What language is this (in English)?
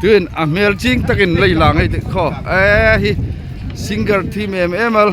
Hmar